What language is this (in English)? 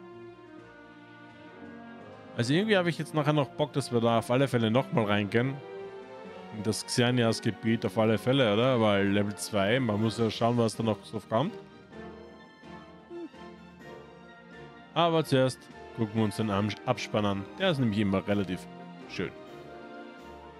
German